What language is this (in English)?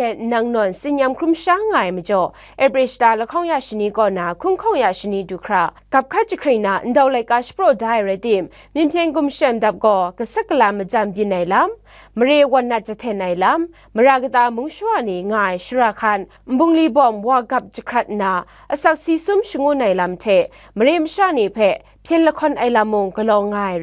Kachin